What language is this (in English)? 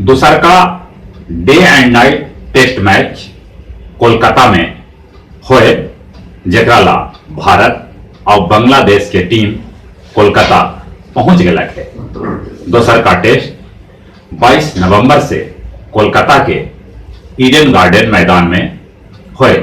Magahi